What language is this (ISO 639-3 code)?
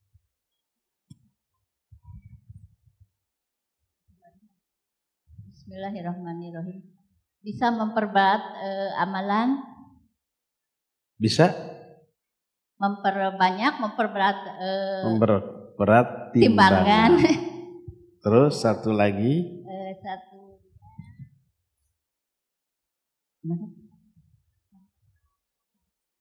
ind